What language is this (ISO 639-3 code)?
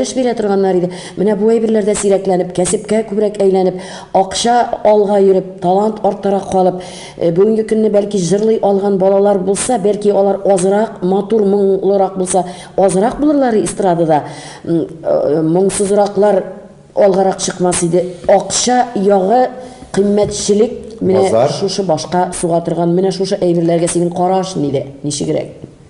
tat